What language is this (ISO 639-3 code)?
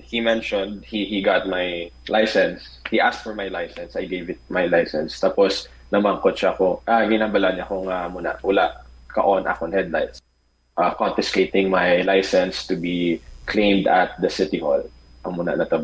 hil